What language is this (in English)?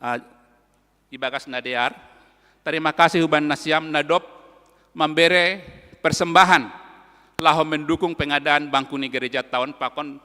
Batak Simalungun